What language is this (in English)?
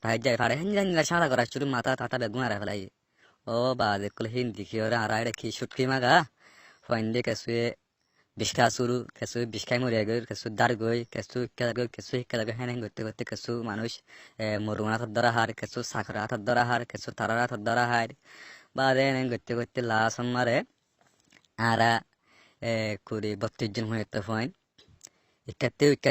Rohingya